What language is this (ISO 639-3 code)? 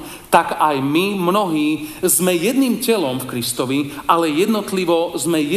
slk